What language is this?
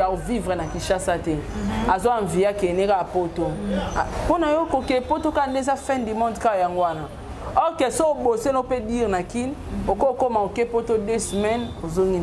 Lingala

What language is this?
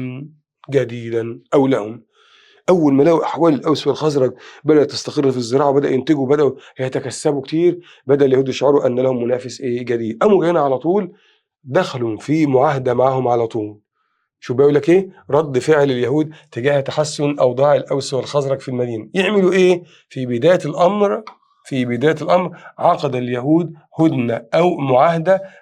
Egyptian Arabic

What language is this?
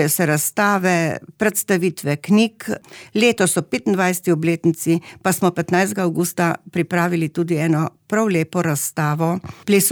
Slovenian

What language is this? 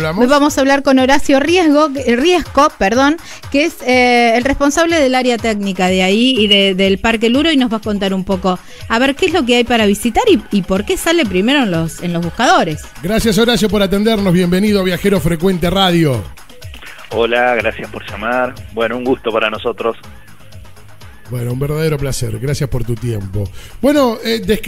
Spanish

